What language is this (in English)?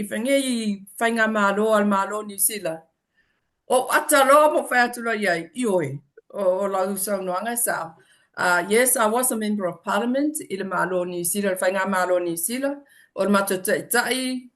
Samoan